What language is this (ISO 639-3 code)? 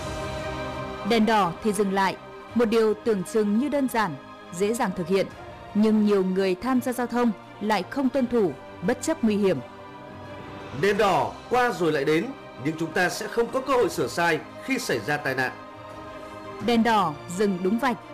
vie